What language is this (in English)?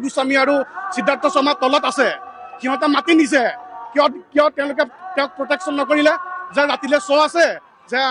Assamese